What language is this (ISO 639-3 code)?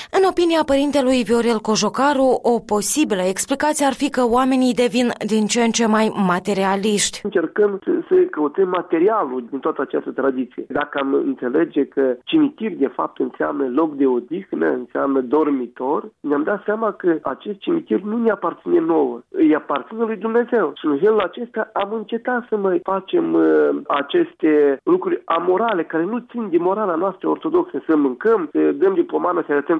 ron